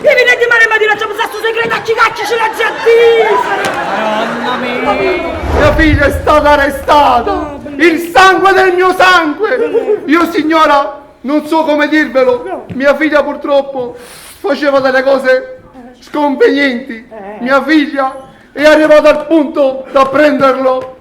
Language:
Neapolitan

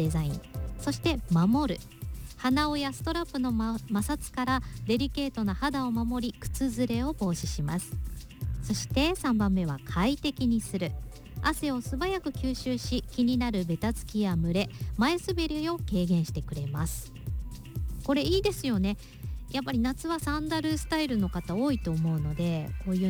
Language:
Japanese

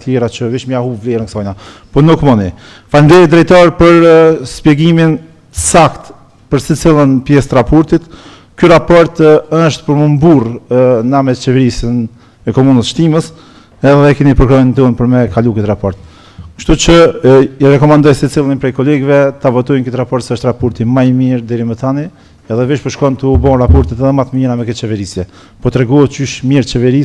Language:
Albanian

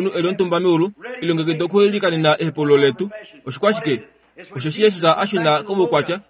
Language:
Kuanyama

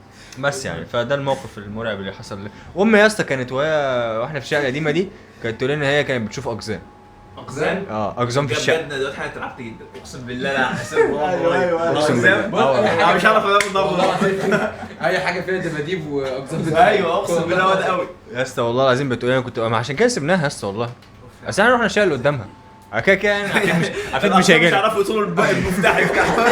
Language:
Egyptian Arabic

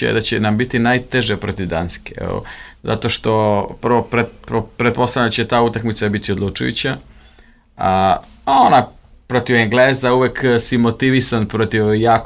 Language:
Serbian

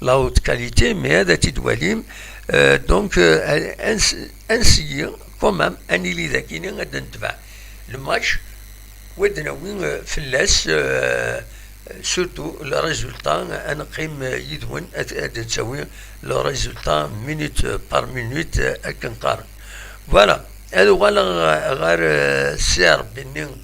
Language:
Kabyle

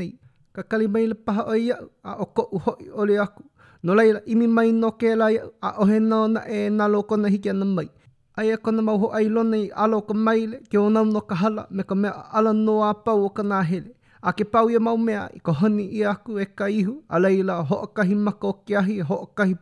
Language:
Hawaiian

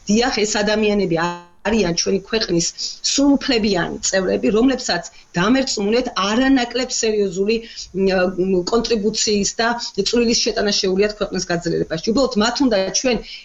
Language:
Georgian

